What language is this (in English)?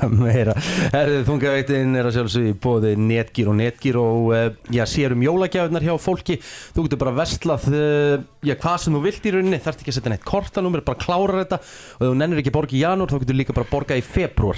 Icelandic